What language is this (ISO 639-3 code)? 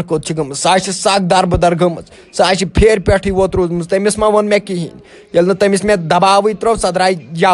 kas